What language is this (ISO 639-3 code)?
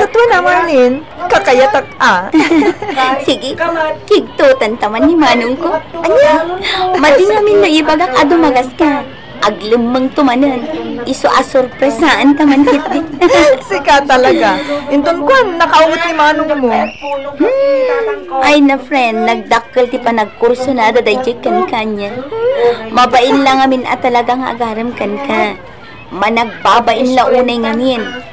ilo